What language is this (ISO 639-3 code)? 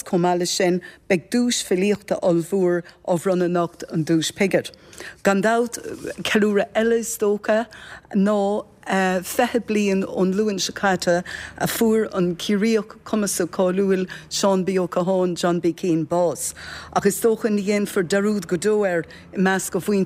gle